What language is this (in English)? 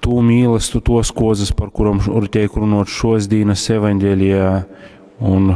Latgalian